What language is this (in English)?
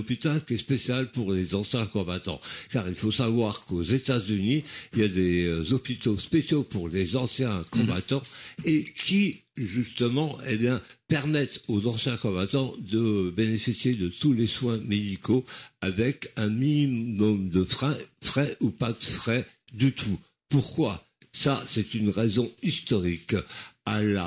French